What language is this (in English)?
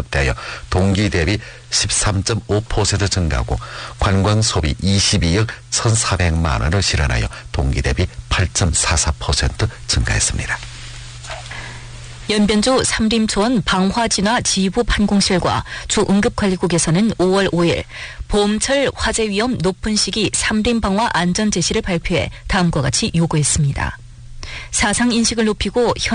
Korean